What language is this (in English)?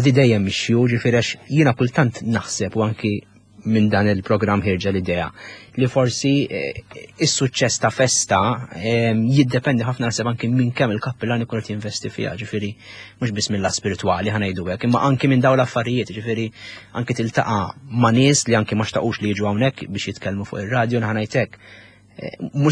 Maltese